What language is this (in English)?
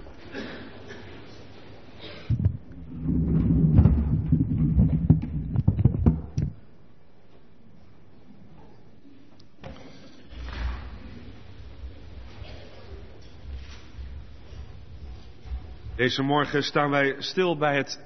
Dutch